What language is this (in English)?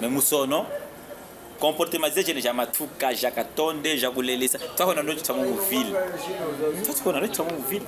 Chokwe